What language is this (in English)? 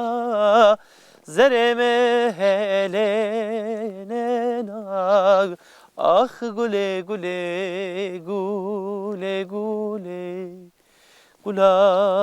Zaza